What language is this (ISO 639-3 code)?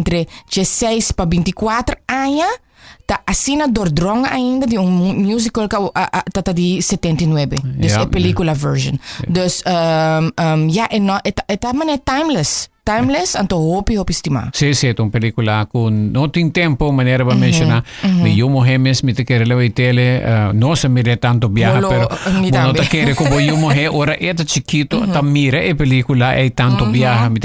pap